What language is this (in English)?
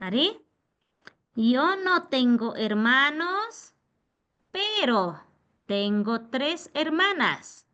Imbabura Highland Quichua